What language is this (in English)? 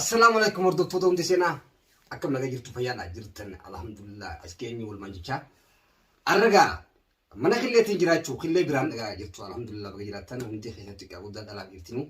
Oromo